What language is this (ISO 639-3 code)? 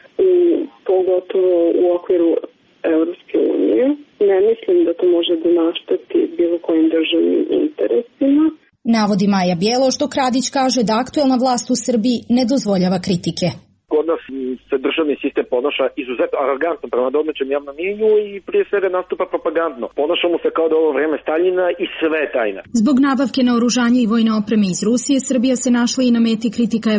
srp